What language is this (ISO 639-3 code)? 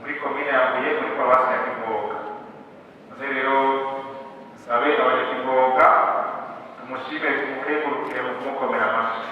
run